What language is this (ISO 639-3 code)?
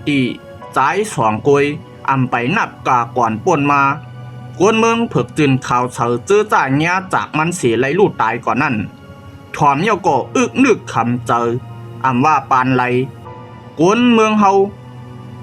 shn